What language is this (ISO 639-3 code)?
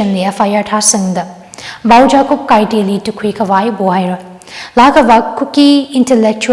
nmf